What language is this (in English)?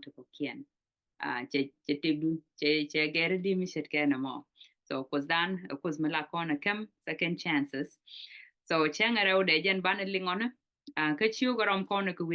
Nuer